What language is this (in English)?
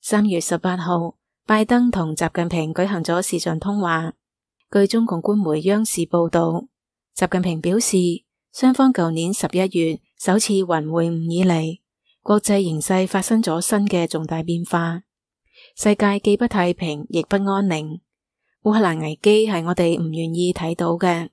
Cantonese